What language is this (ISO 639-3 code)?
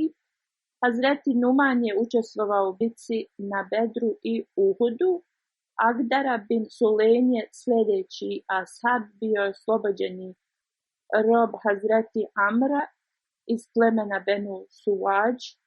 bos